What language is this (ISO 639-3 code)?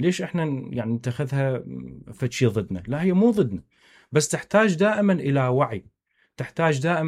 acm